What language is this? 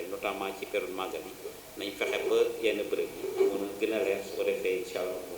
Wolof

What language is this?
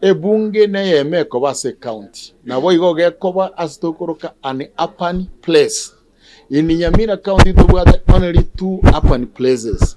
Gusii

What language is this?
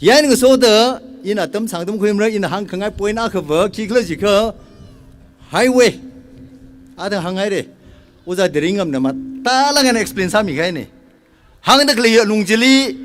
Tangkhul Naga (India)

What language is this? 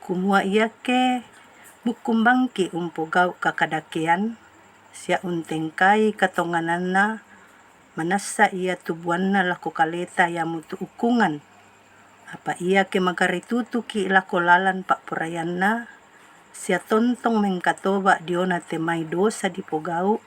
Toraja-Sa'dan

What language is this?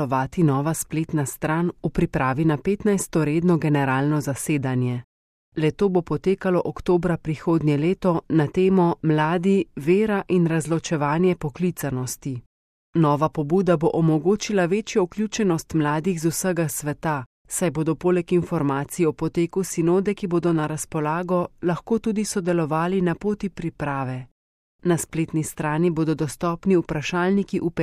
Slovenian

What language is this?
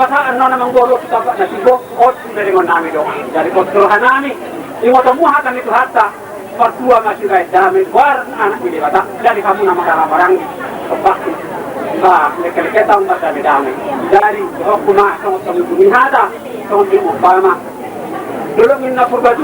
Batak Toba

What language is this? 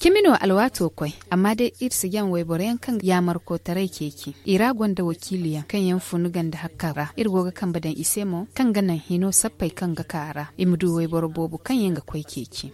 Zarma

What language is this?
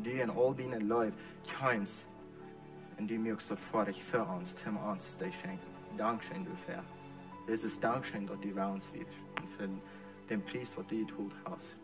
Plautdietsch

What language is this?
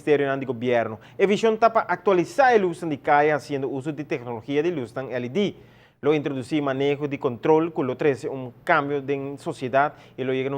Papiamento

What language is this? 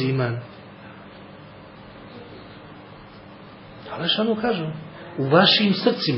Bosnian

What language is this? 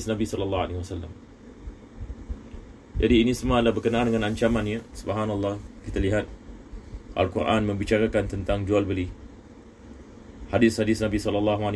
Malay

